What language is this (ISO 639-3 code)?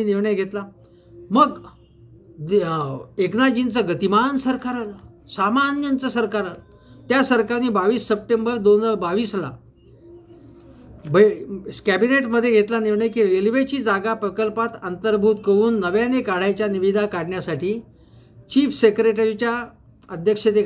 mar